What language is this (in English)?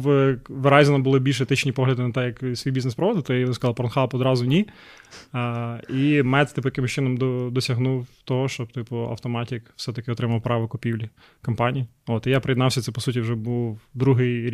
Ukrainian